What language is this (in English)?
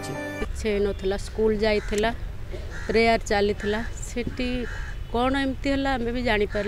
Odia